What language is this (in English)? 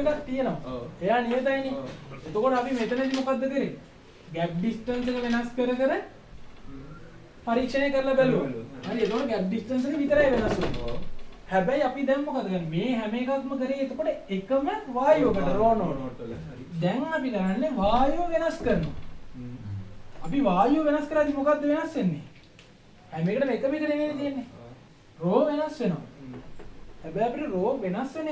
Sinhala